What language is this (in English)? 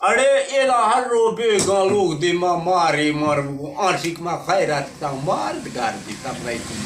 Eastern Balochi